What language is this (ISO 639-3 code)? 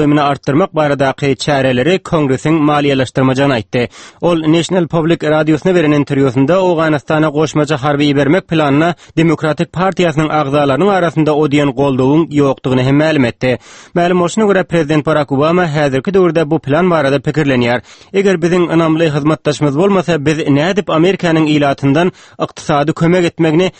tuk